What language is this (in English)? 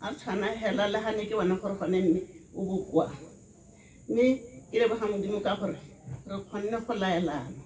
Tswana